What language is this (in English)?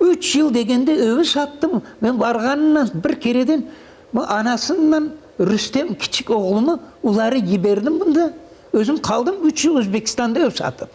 Crimean Tatar